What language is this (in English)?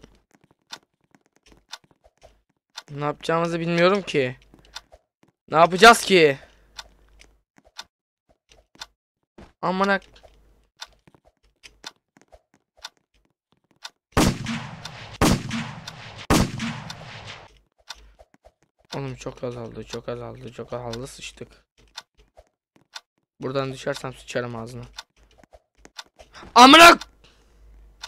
Turkish